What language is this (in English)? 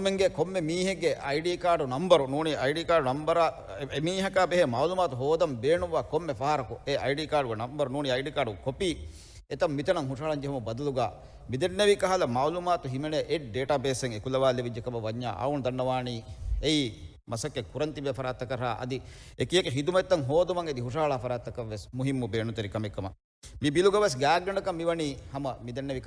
Divehi